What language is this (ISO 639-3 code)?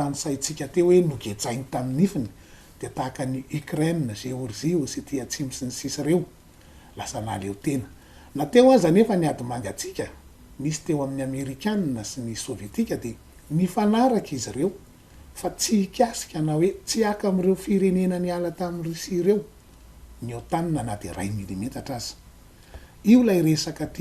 mlg